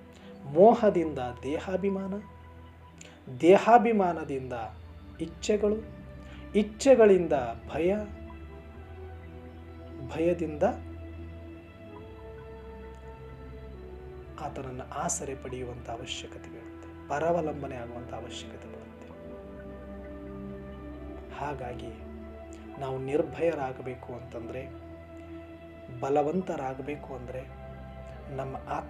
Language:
Kannada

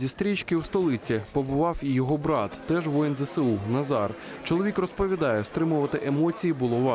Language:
Ukrainian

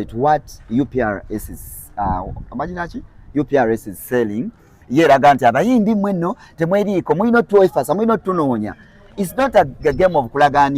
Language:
Ganda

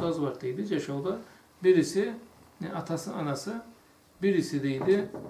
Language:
Karachay-Balkar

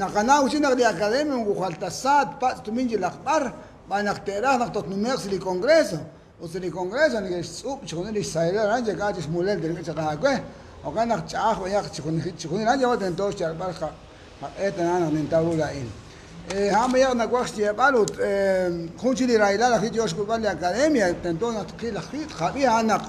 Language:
Kekchí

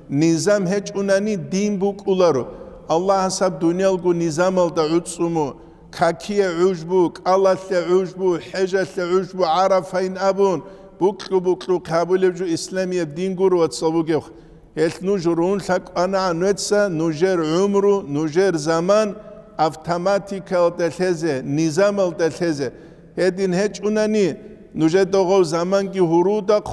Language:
Avaric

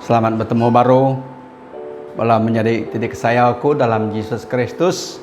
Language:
Iban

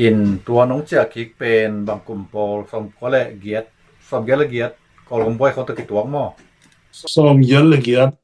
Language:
Tedim Chin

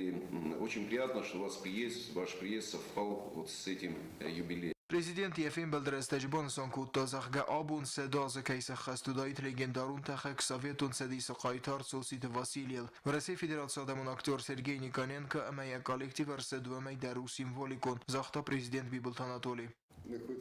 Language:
Ossetic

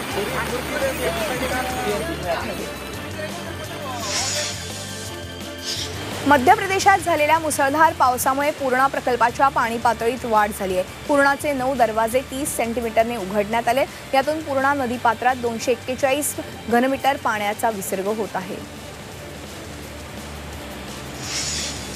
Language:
Marathi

